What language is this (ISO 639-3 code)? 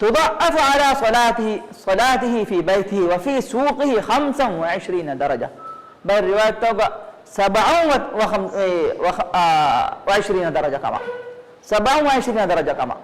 div